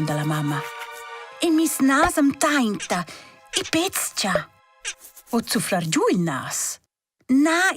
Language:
Romansh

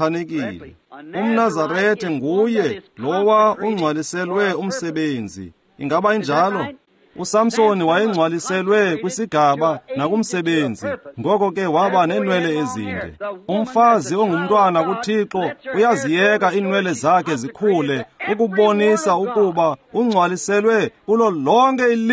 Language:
Xhosa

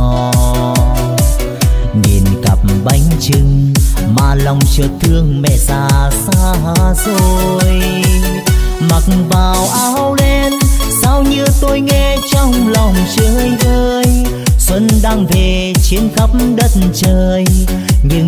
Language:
Vietnamese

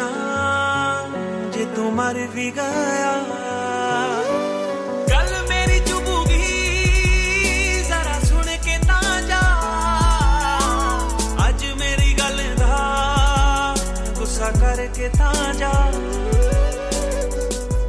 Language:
Punjabi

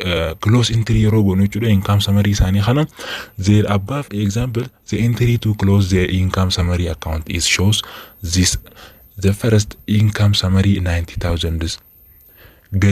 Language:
Oromo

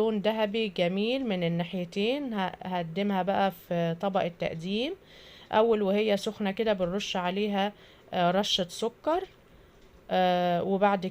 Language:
Egyptian Arabic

